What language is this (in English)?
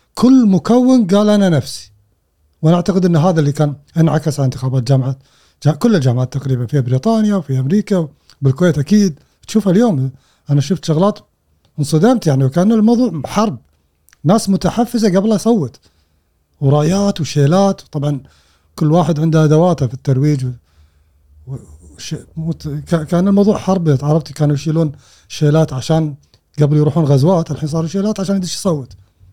Gulf Arabic